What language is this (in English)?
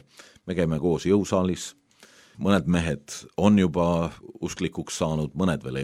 Estonian